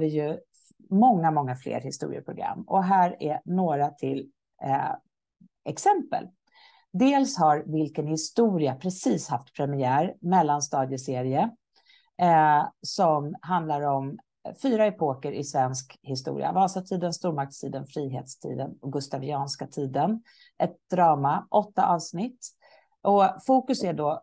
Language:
Swedish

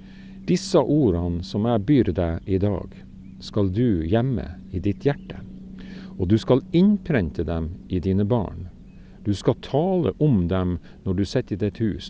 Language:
Norwegian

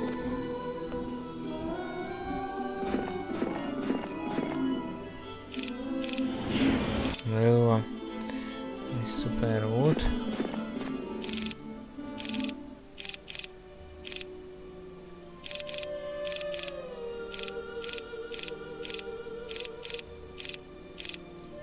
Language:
Hungarian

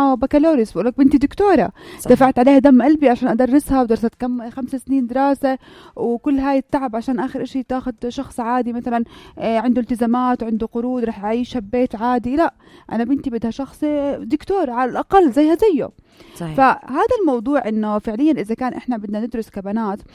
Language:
North Levantine Arabic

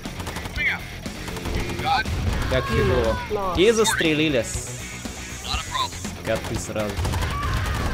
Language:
Russian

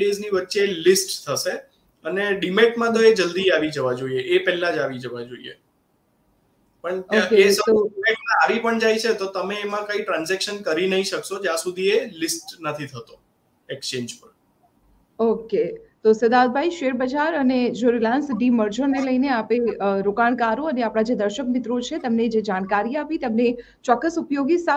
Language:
Gujarati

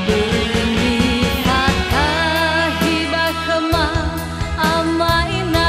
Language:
Nias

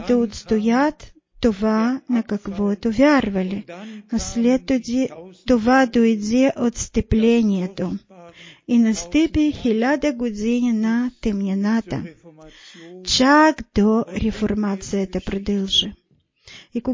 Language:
Bulgarian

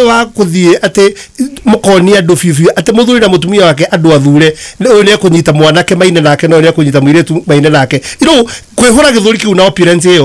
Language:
Kikuyu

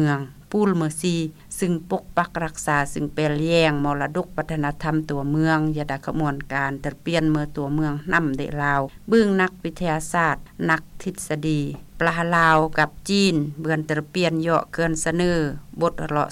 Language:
Lao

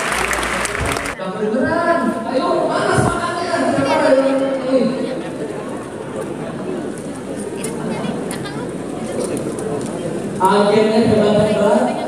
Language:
Indonesian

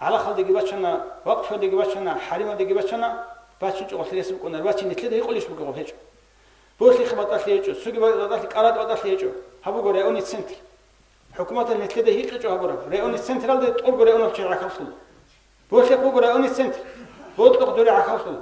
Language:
Avaric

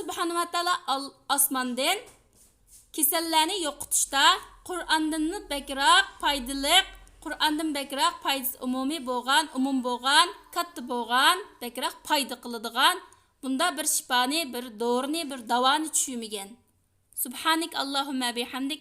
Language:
Uyghur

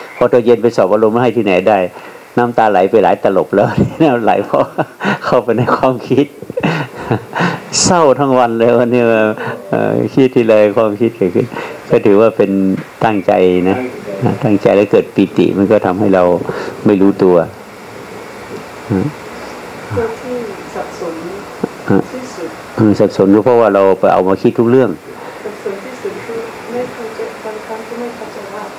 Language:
Thai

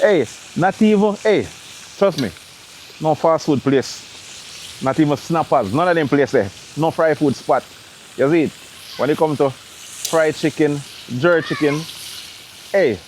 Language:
Jamaican Creole English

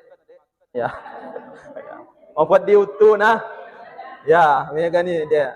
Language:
Buginese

